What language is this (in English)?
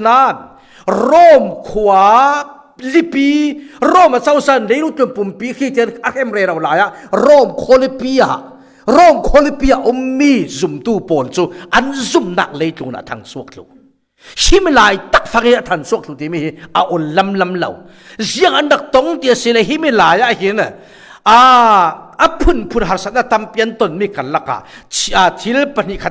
Falam Chin